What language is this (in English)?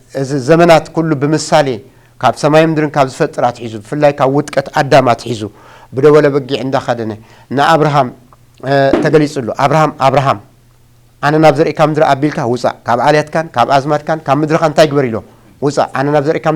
Tigrinya